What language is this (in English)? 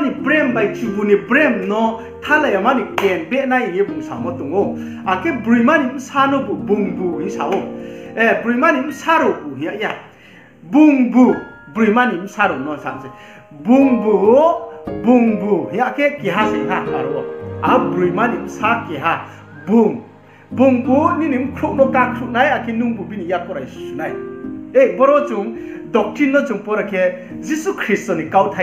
Riang (India)